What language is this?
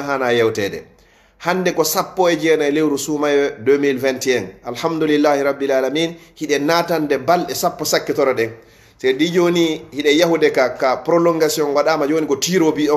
Fula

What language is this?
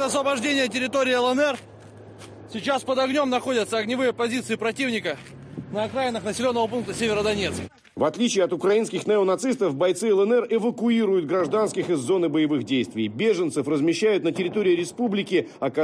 Russian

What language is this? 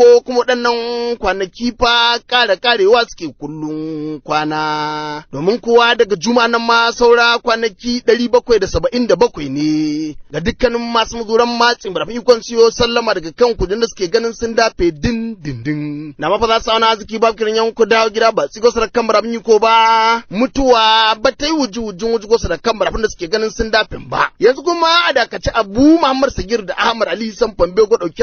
Hausa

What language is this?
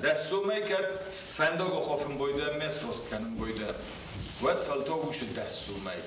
Ossetic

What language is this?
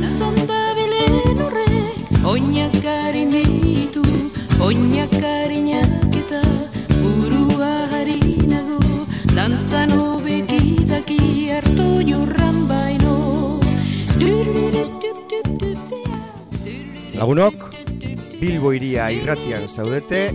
Basque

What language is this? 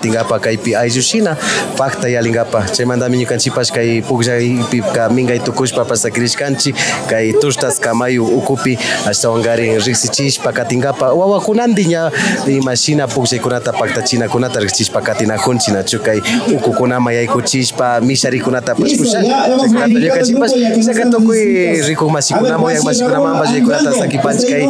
Imbabura Highland Quichua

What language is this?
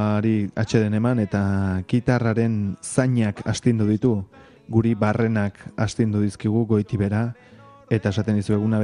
Basque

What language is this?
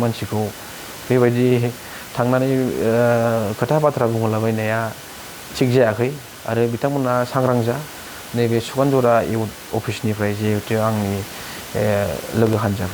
Bodo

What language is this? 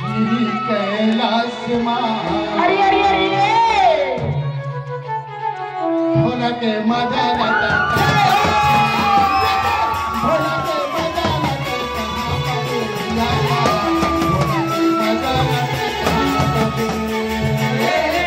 Chhattisgarhi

